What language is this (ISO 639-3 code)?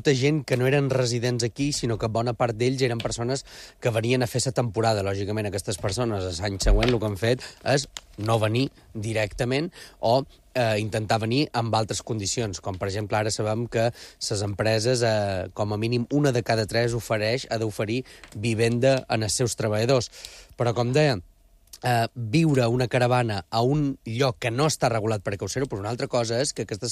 cat